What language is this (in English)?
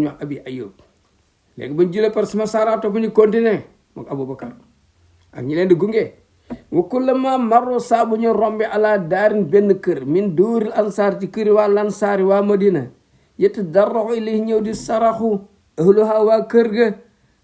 Wolof